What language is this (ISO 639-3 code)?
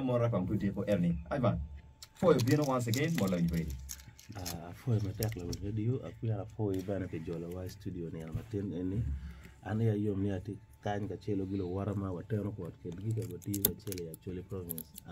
ach